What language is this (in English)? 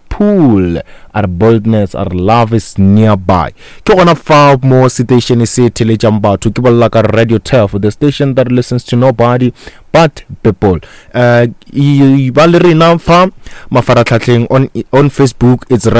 Northern Sotho